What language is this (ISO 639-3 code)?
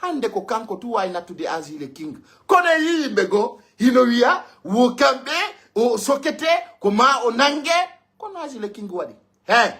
fuf